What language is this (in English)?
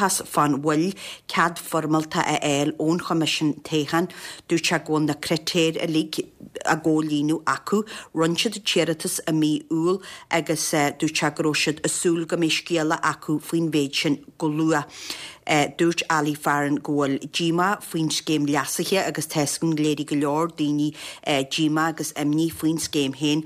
Irish